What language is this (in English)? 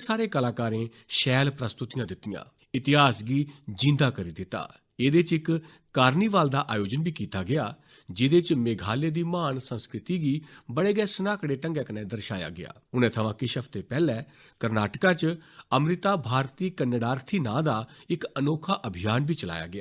Dogri